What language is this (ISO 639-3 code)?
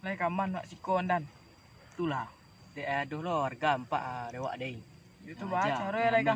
min